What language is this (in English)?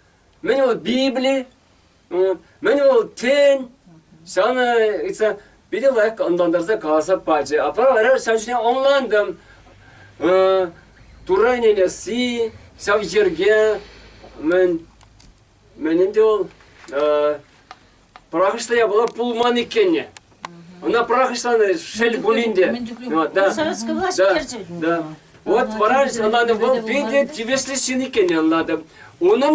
Chuvash